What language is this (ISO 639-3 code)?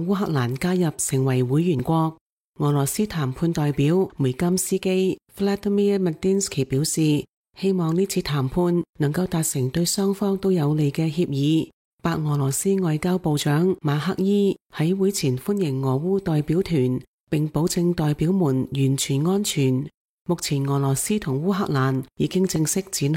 yue